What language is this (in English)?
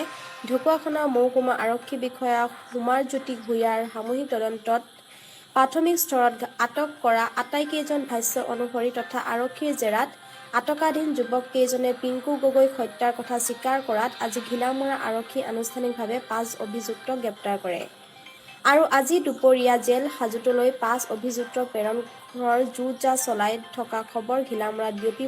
Assamese